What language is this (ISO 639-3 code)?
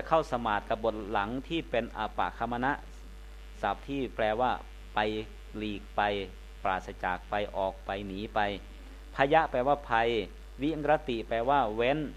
tha